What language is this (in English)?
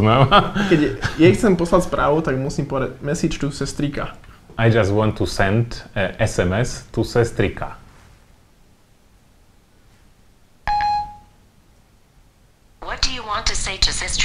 Slovak